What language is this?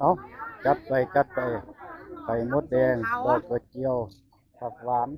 Northeastern Thai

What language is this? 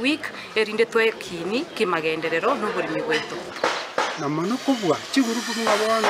Gusii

